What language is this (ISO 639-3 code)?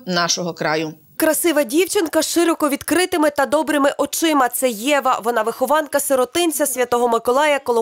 ukr